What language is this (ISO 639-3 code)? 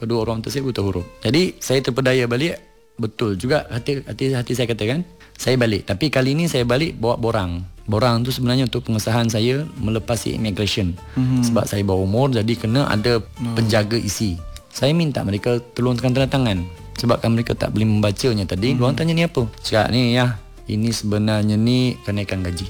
msa